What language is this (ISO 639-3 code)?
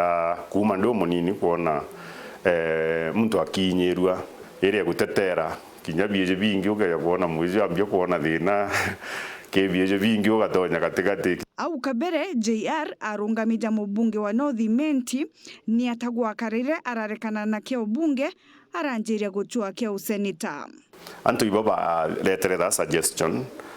mer